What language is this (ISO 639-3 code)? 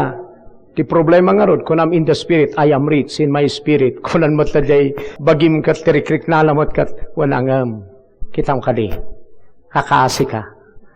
ilo